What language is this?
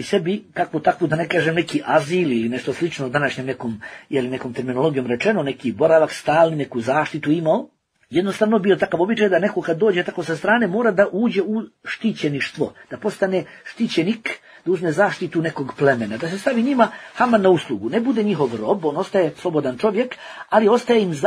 Bosnian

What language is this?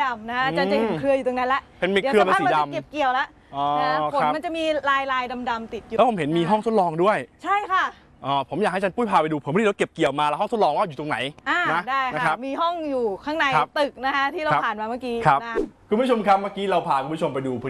Thai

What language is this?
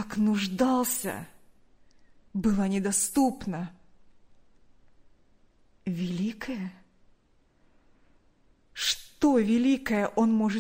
Russian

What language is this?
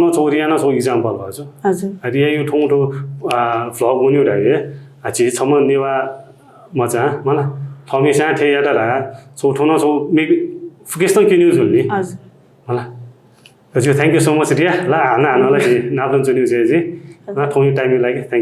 Newari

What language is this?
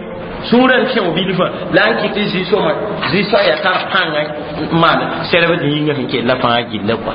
Mossi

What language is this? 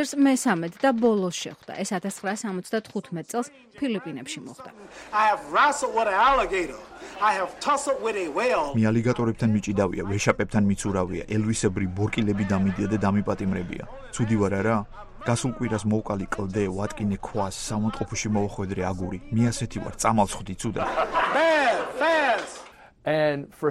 Georgian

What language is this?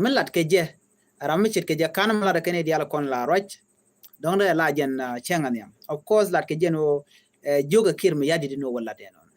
Nuer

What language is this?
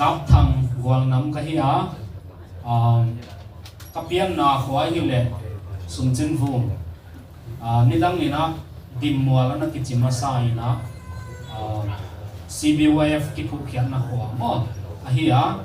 Tedim Chin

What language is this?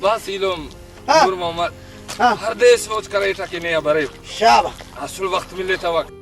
Brahui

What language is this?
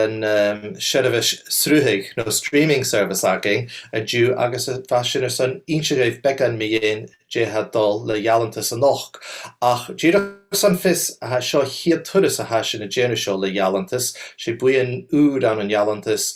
Scottish Gaelic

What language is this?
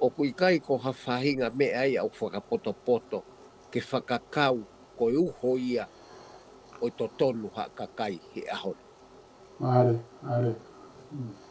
Tongan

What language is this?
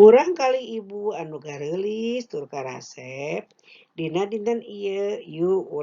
Sundanese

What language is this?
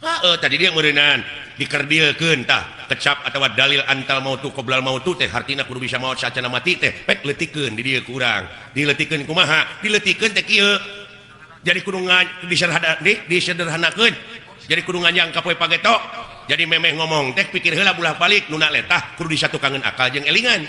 Sundanese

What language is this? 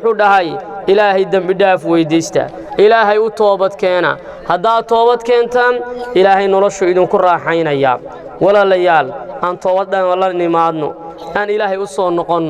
Somali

